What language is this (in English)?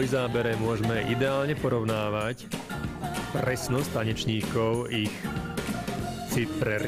Slovak